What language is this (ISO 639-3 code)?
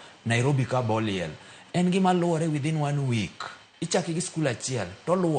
luo